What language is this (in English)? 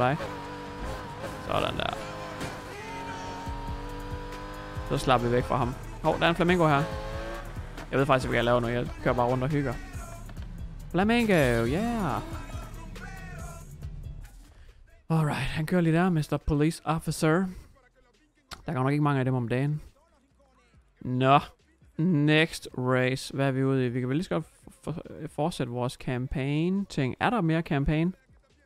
Danish